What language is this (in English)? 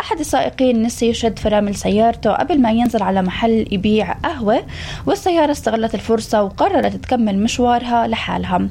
North Levantine Arabic